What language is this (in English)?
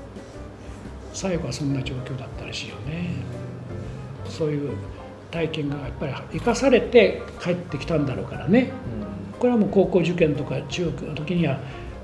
Japanese